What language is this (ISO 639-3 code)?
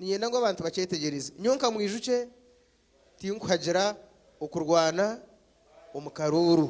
nyn